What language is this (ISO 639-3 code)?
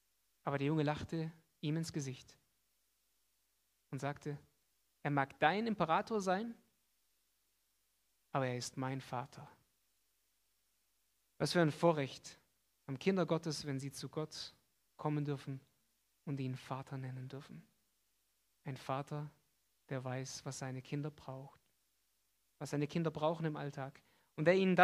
deu